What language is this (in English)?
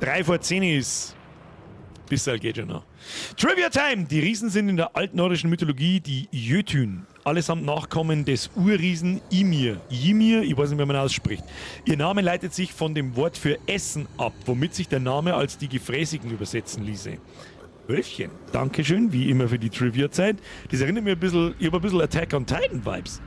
Bavarian